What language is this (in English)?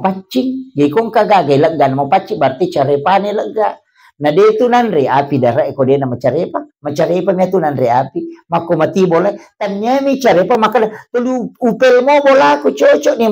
Buginese